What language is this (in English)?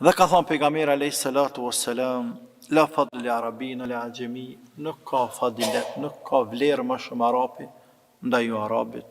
Albanian